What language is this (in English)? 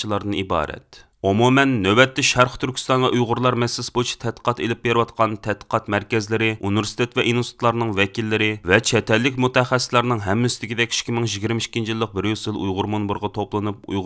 Uyghur